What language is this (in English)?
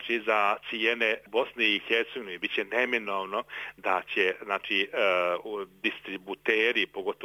Bosnian